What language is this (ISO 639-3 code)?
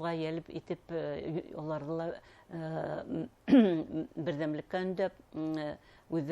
bak